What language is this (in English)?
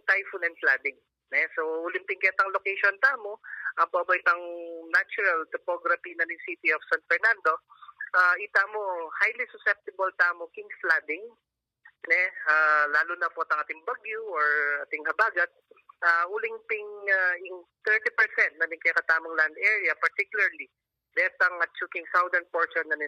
Pampanga